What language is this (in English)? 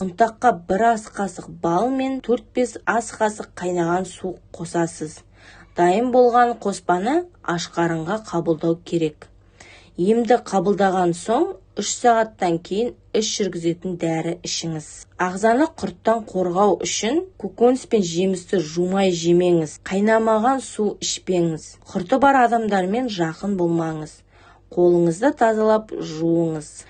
Kazakh